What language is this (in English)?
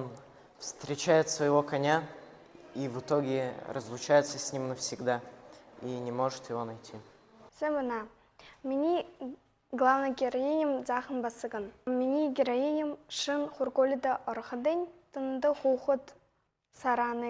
Buriat